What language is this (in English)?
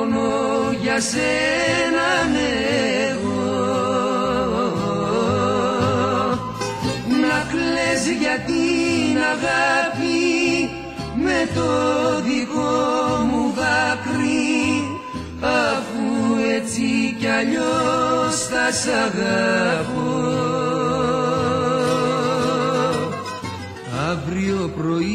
Greek